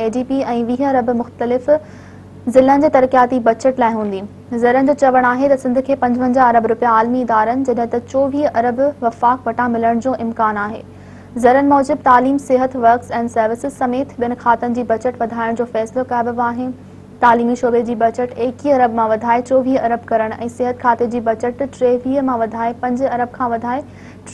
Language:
Sindhi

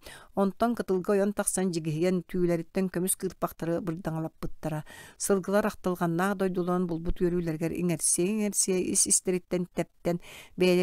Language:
Yakut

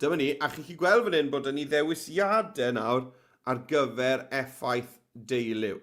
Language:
Welsh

